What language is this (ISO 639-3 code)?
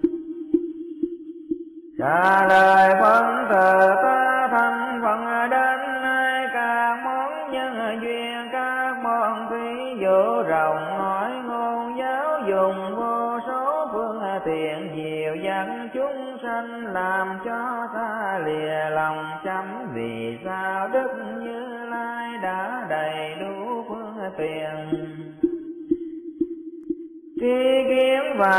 vie